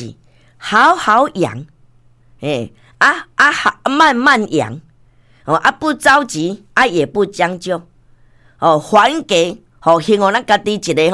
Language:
Min Nan Chinese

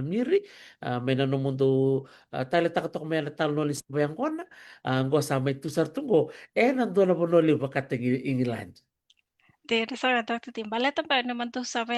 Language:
Fijian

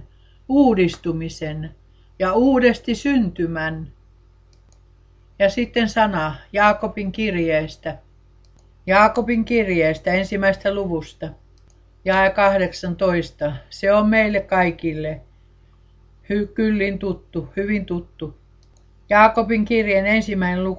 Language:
Finnish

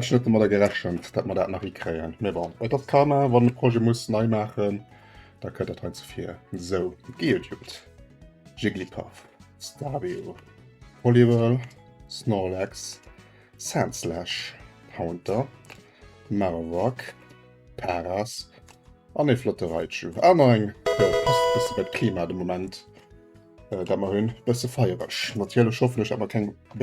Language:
Luxembourgish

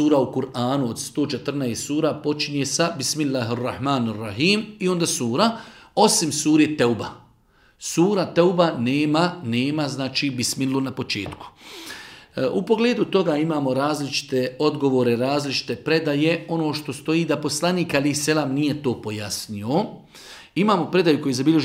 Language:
Bosnian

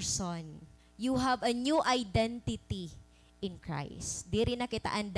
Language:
Waray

